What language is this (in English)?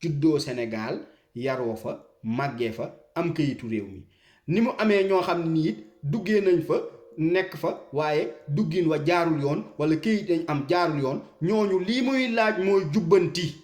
Wolof